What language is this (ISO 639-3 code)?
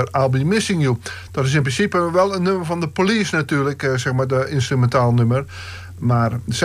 nld